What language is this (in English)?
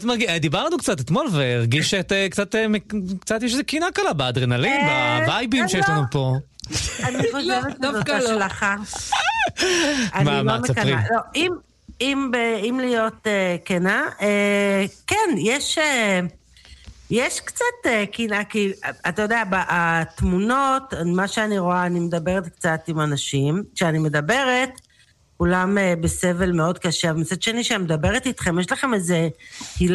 Hebrew